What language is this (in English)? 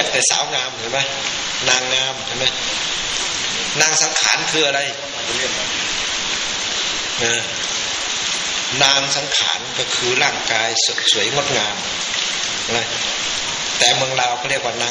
Thai